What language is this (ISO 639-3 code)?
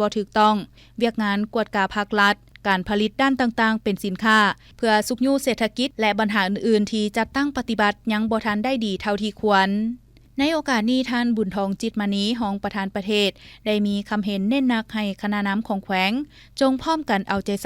lao